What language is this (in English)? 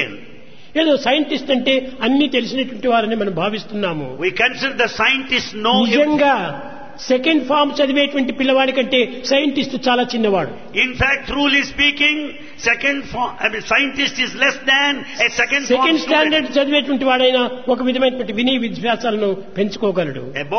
Telugu